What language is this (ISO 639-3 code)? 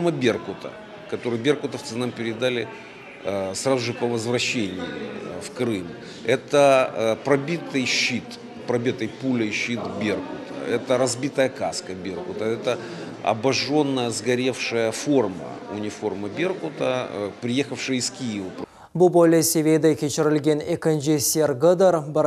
crh